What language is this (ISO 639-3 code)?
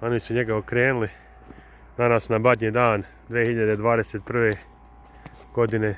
bos